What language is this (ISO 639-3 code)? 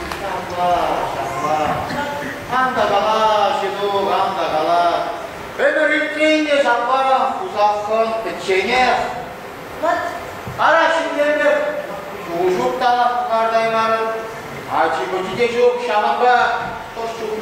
chv